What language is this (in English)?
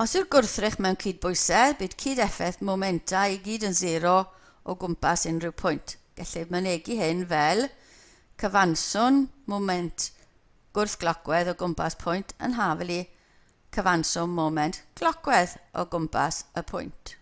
Welsh